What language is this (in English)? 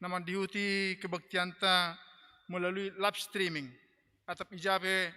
Batak Simalungun